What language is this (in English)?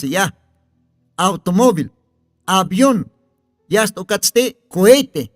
Aymara